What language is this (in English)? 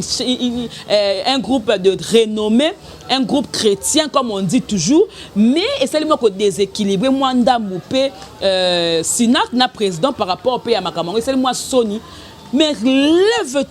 Lingala